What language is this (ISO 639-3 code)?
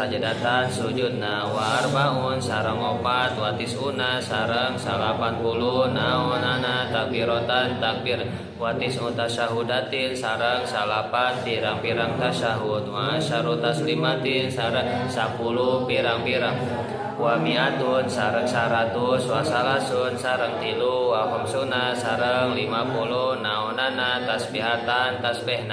sun